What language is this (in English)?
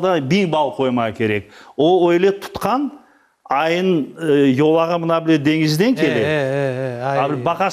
Crimean Tatar